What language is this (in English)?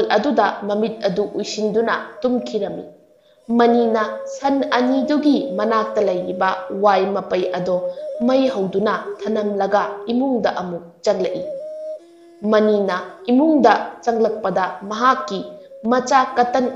Manipuri